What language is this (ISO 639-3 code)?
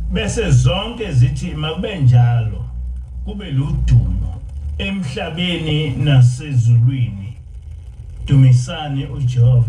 zul